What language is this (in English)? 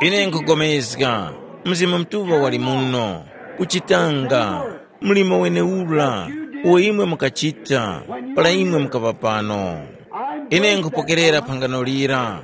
Tumbuka